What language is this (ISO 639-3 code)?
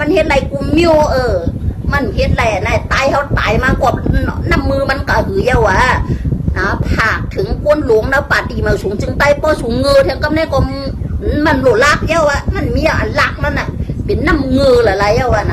shn